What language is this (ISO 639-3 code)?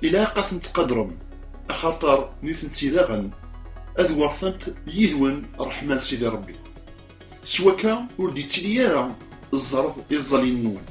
kab